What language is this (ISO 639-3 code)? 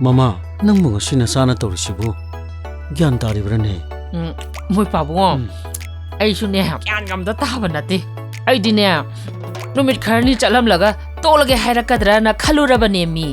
mni